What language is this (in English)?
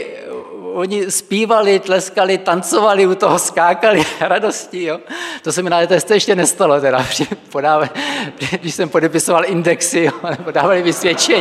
Czech